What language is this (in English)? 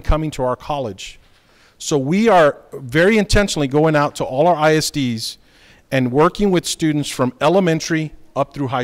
English